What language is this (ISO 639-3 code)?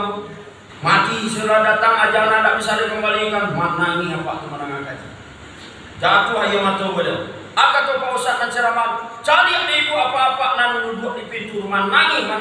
min